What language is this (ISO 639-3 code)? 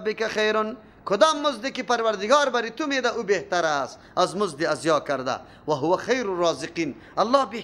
fas